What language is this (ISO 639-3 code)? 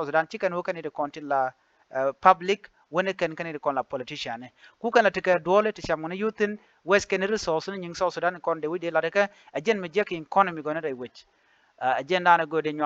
nus